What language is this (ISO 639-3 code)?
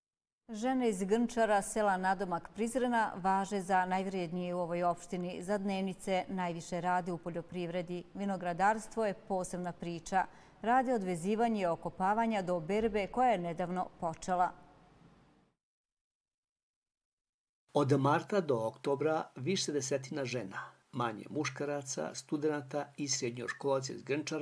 bos